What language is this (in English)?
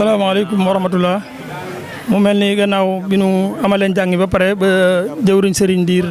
Wolof